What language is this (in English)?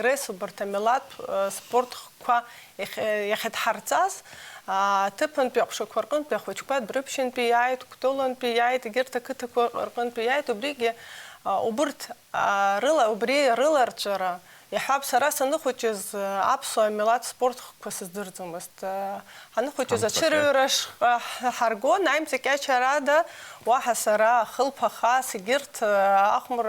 Abkhazian